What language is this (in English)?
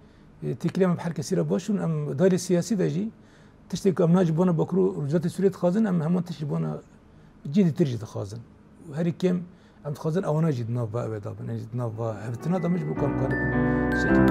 Kurdish